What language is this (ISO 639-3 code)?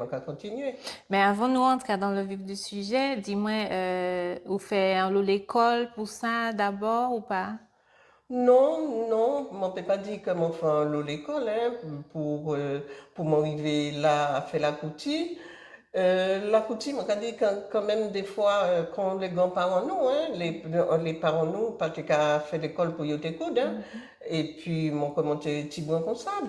gcf